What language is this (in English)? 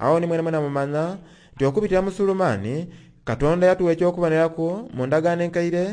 Soga